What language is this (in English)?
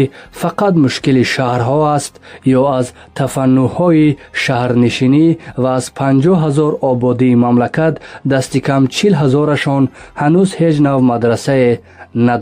Tajik